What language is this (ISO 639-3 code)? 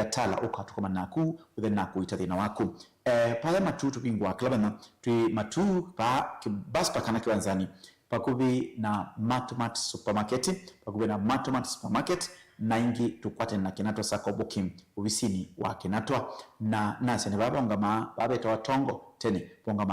kam